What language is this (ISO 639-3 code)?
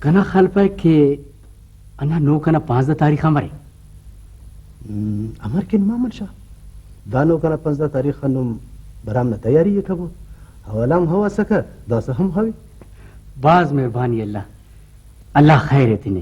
brh